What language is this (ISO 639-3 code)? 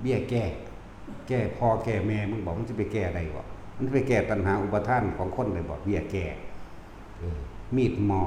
tts